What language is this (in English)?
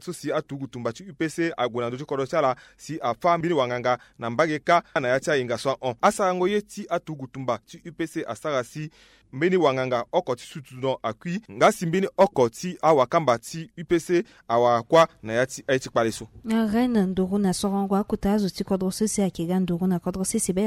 Sango